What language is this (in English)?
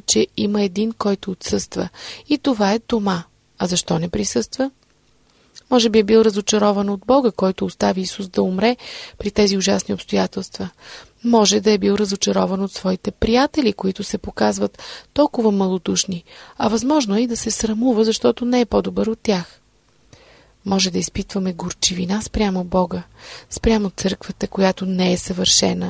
Bulgarian